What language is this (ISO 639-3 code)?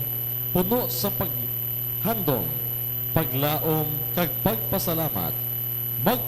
hil